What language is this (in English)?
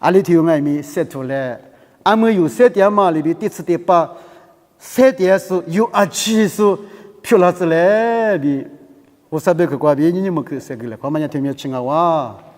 Lisu